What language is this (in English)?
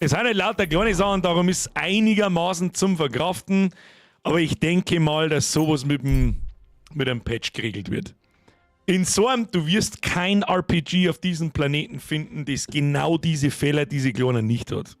Bavarian